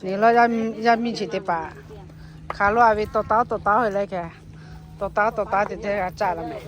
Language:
Lahu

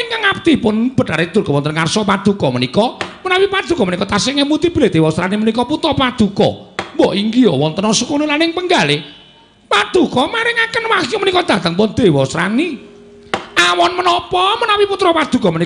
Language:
Javanese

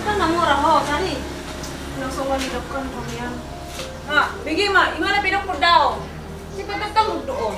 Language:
Batak Toba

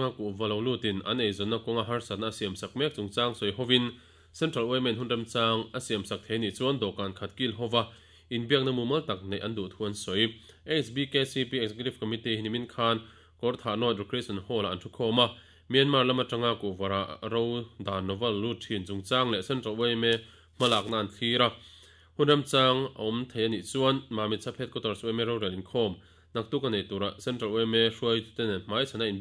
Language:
Mizo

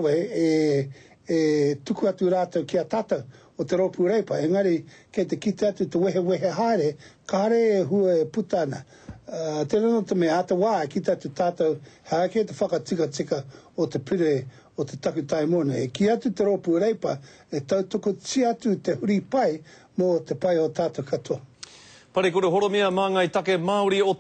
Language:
Māori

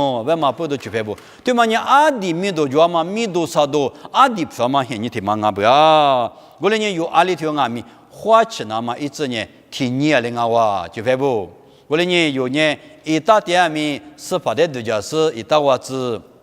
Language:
Lisu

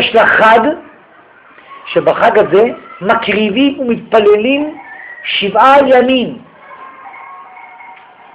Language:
Hebrew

